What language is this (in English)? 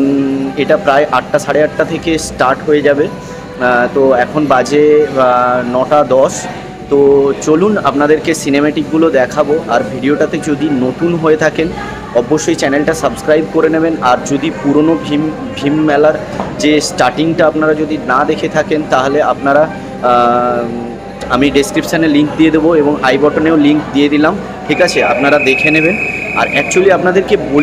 Bangla